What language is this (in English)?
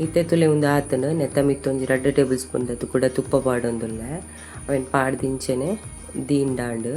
Tulu